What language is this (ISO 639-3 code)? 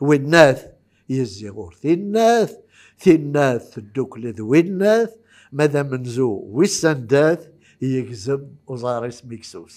kab